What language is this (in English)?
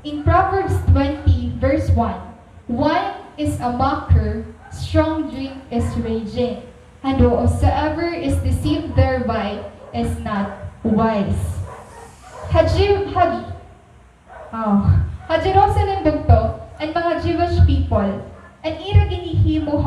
Waray